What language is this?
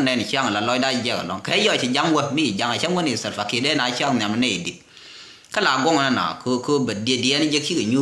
Nuer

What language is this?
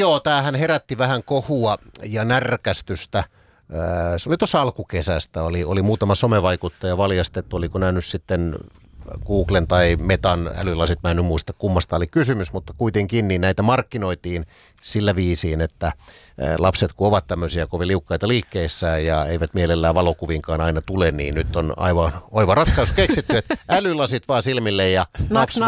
Finnish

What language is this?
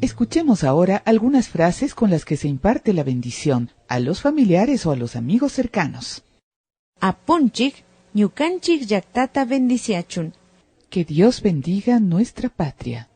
Imbabura Highland Quichua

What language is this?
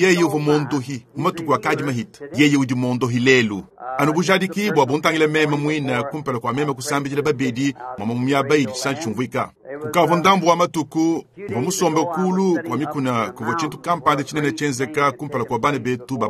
Luba-Lulua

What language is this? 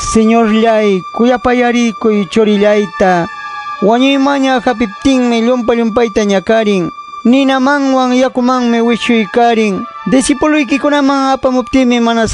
Ayacucho Quechua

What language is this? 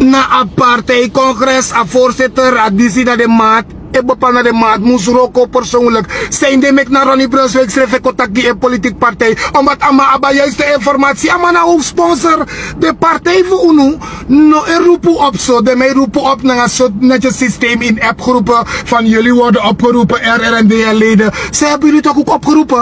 Sranan Tongo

